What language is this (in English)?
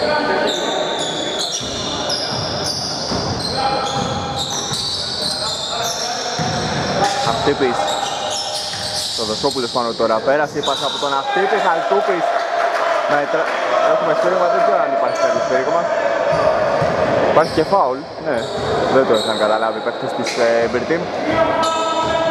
Greek